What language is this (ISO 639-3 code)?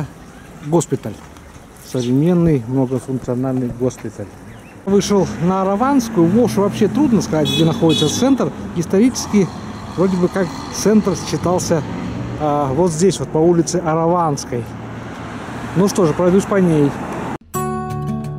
rus